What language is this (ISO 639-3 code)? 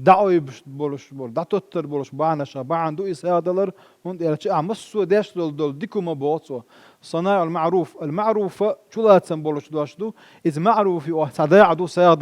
che